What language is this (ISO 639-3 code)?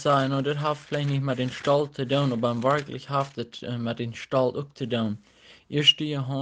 pdt